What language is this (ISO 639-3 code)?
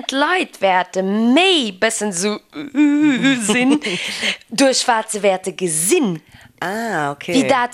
ltz